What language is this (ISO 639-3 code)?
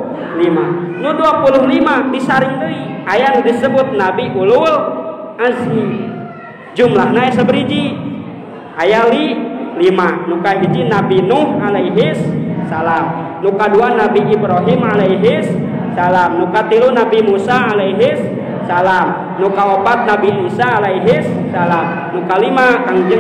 sun